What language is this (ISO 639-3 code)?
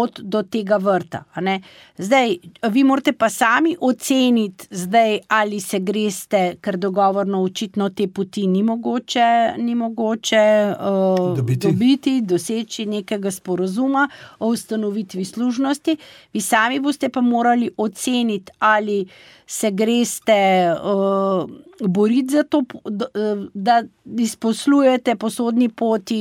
slv